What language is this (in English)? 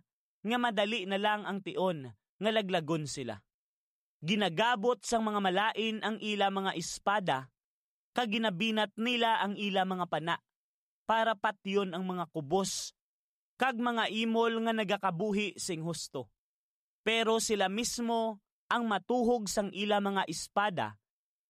Hiligaynon